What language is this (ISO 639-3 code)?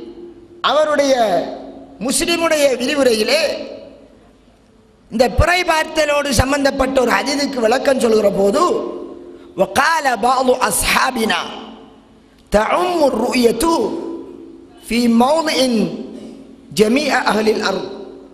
tam